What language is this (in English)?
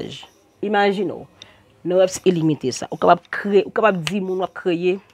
Haitian Creole